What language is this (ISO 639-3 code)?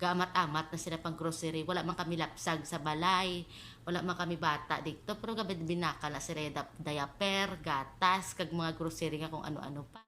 hil